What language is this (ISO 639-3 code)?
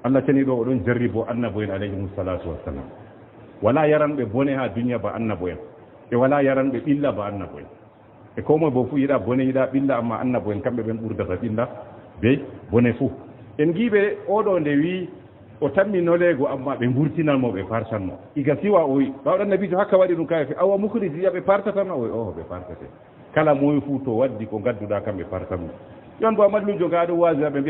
ful